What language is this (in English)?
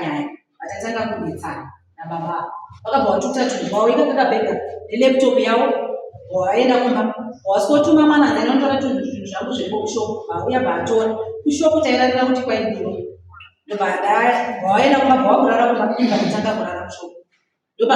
Shona